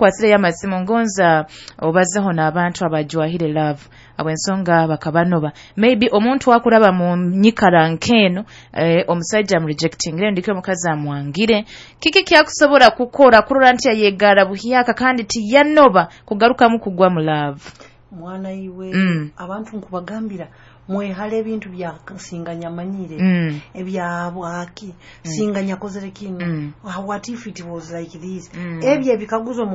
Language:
Nyoro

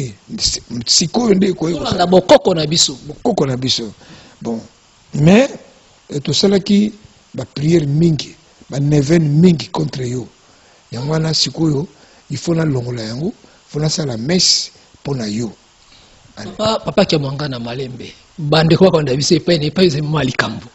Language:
Lingala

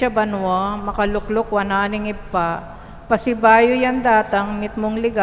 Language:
Pampanga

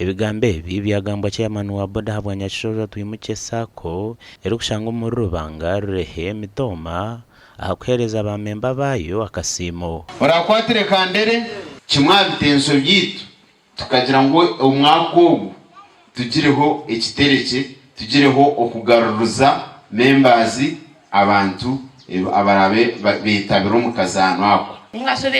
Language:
Nyankole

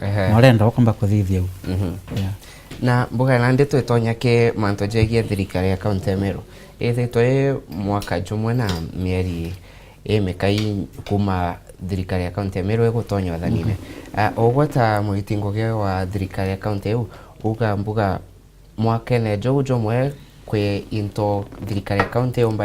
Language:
Meru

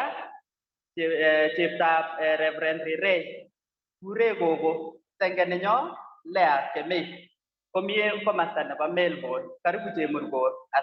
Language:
Kalenjin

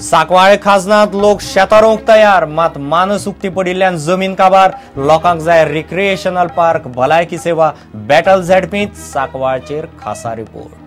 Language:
Konkani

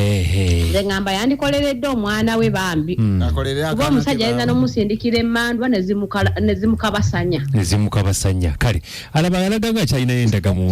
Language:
Ganda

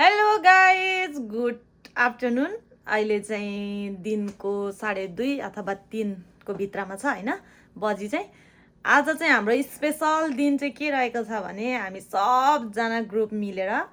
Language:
Nepali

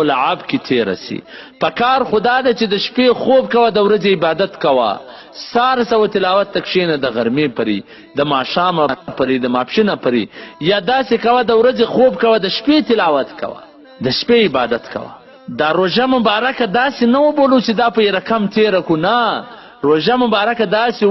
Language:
Pashto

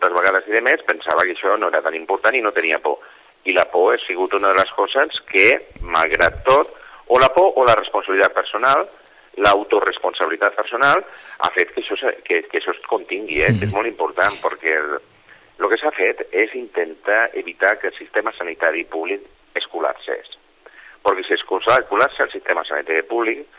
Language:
Catalan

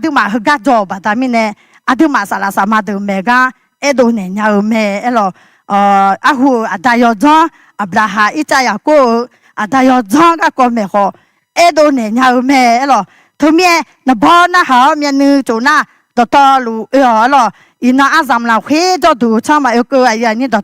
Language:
Akha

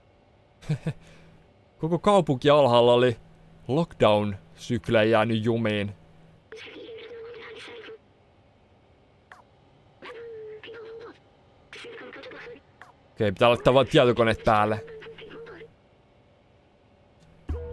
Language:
Finnish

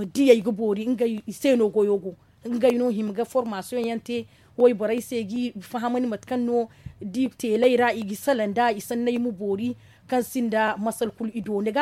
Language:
Zarma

